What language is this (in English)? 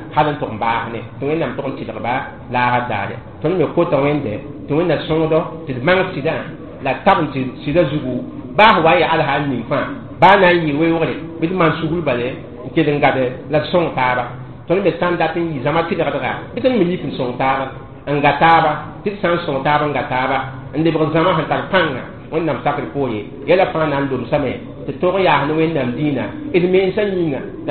Mossi